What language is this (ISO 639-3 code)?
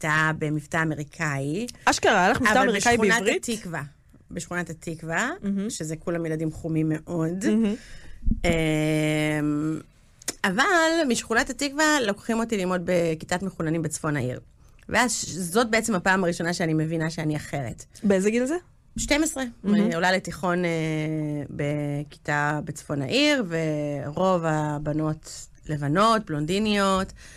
heb